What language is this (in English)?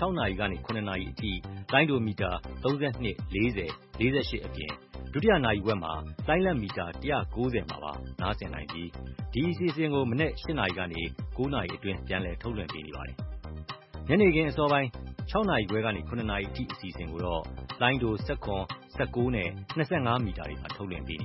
Burmese